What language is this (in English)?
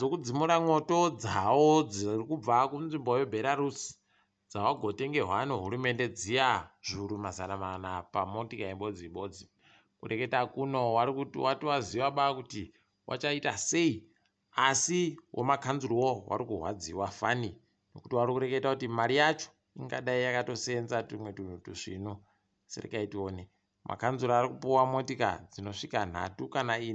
Ndau